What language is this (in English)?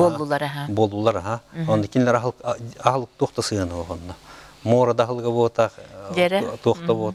Yakut